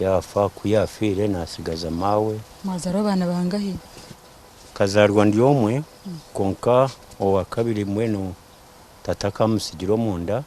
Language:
Nyankole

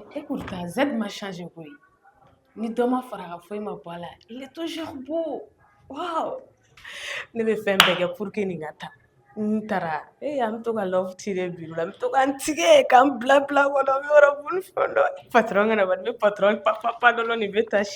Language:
Bambara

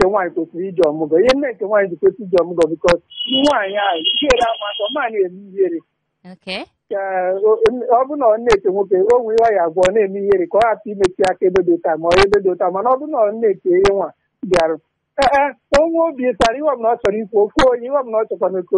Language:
Igbo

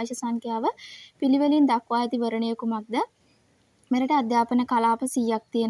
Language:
Sinhala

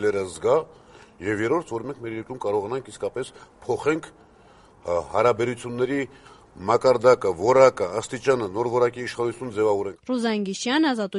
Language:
Armenian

